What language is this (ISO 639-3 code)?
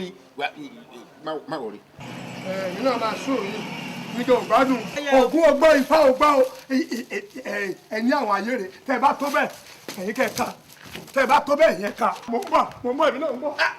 yor